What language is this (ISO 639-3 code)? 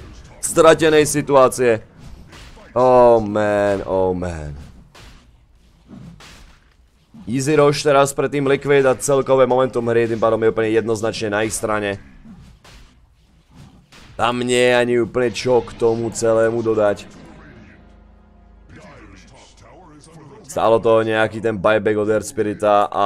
slk